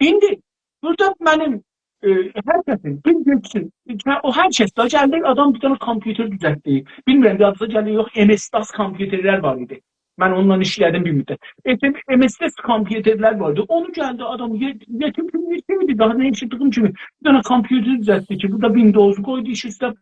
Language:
South Azerbaijani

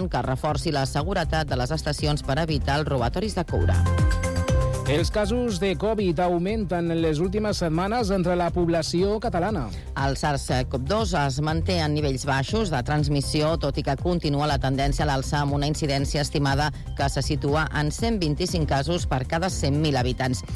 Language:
Catalan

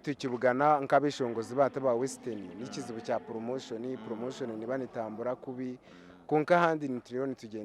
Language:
Nyankole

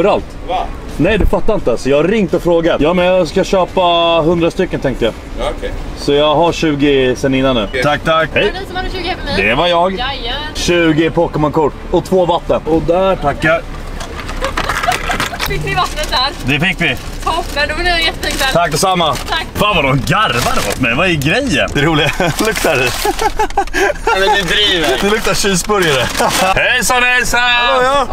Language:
Swedish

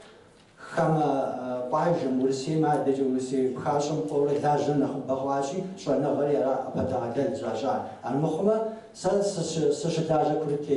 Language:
Kabardian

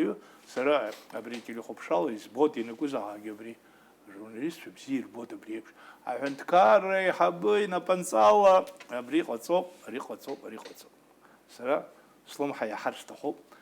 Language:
Abkhazian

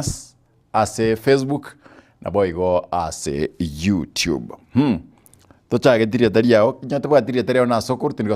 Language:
Gusii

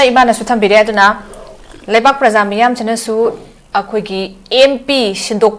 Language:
Manipuri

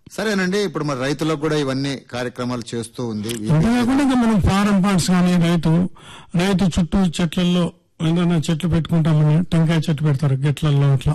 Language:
Telugu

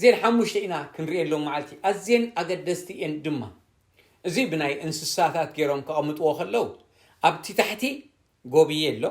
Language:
Tigrinya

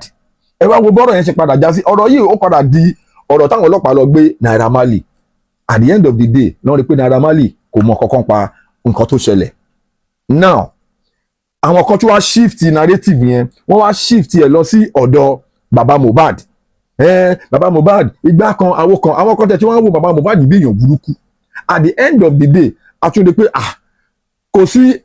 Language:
Yoruba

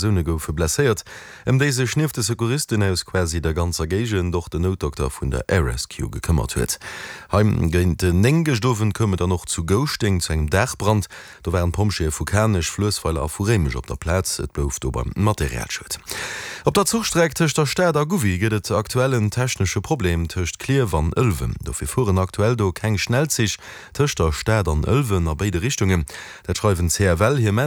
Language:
Luxembourgish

